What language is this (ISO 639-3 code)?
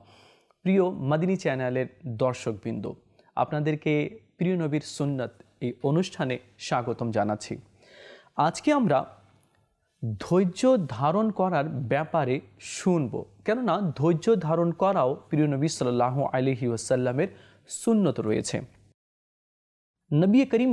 ben